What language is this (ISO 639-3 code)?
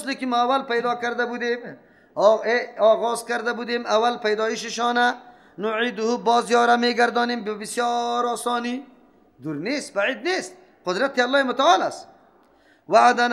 fas